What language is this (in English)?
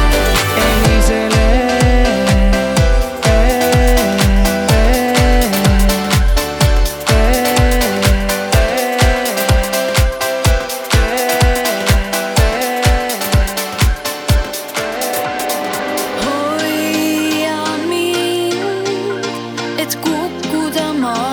Estonian